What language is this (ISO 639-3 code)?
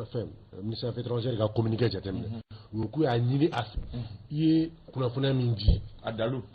bam